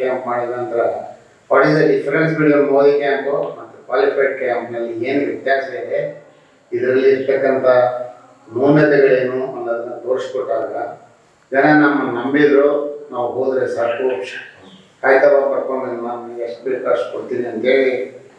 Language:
Kannada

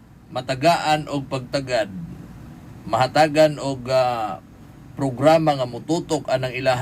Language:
Cebuano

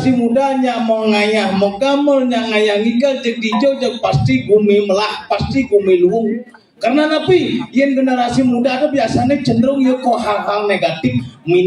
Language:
Balinese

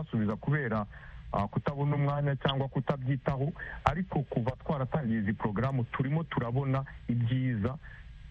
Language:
Kinyarwanda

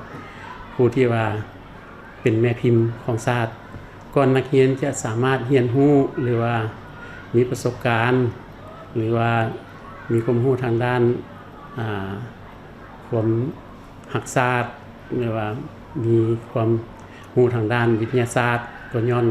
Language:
Lao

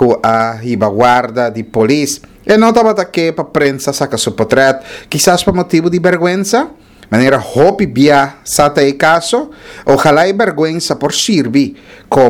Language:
Papiamento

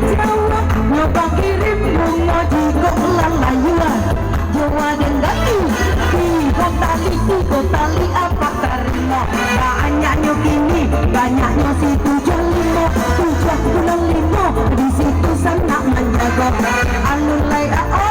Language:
Minangkabau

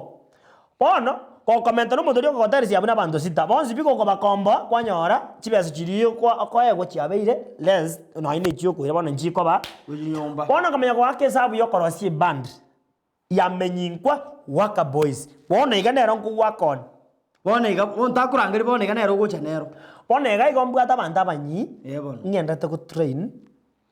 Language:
Gusii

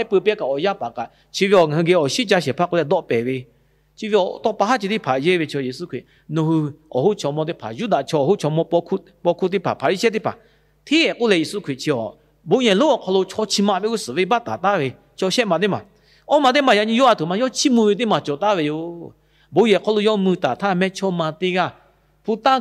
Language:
Lahu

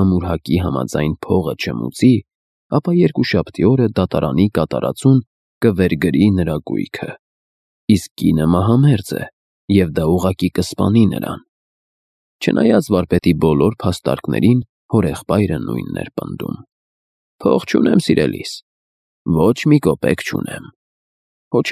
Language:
Armenian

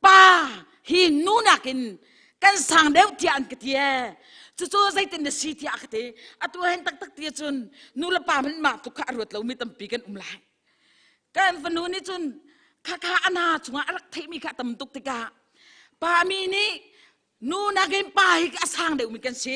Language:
Hakha Chin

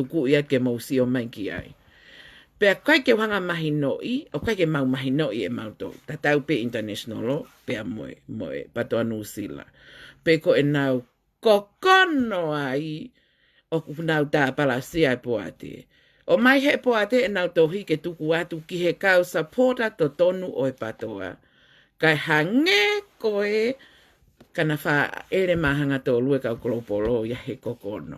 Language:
Tongan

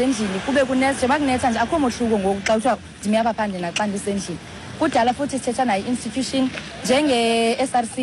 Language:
Xhosa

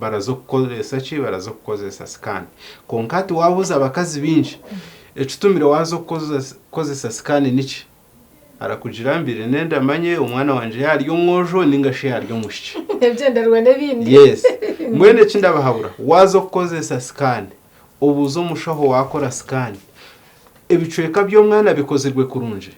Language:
Nyankole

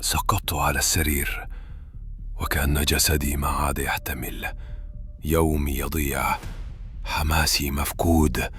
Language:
Egyptian Arabic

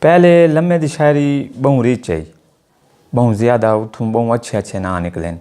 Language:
Saraiki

